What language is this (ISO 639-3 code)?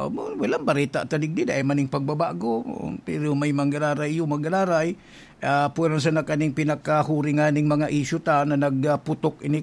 bik